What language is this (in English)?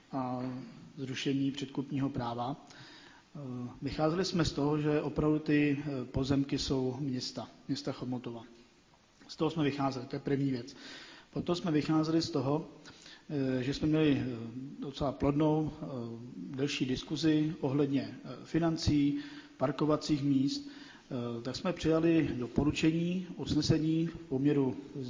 Czech